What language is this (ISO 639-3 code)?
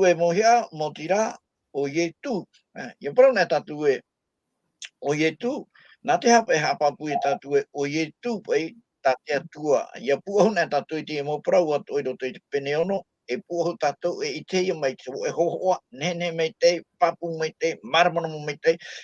tah